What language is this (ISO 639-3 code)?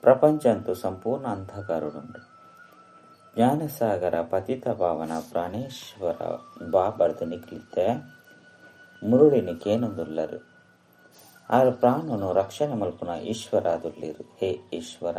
tcy